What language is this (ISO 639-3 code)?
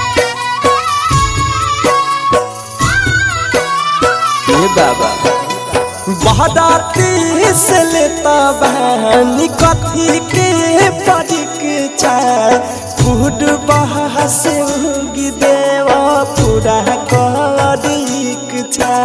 bho